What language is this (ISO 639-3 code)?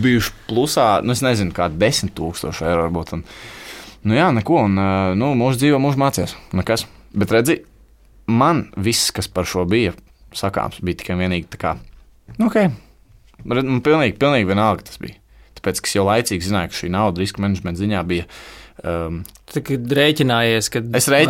lav